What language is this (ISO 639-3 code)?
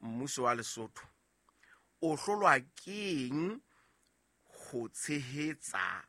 sot